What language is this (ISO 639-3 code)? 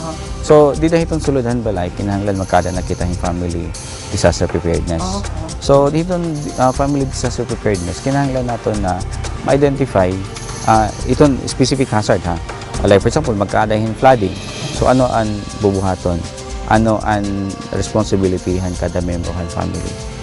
war